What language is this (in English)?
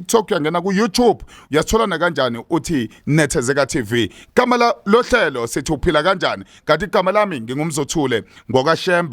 Zulu